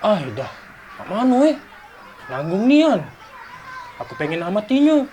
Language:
Musi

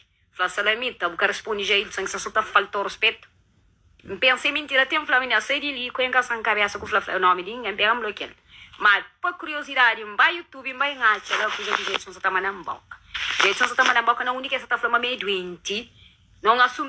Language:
Kabuverdianu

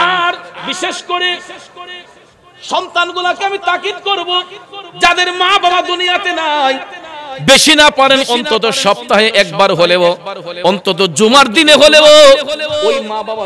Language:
Bangla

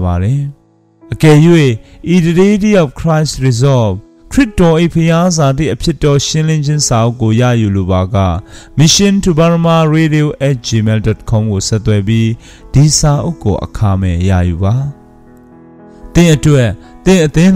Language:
Burmese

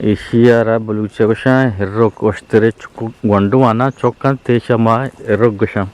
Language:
Eastern Balochi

